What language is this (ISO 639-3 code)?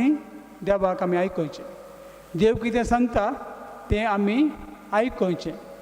kok